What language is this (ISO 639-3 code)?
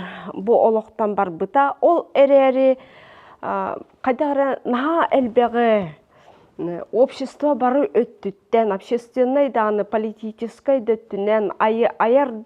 sah